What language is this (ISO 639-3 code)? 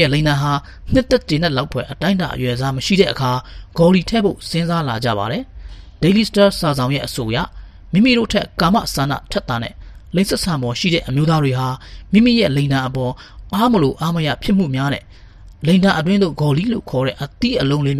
mya